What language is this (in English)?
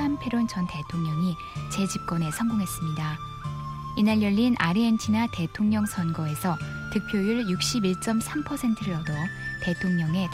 Korean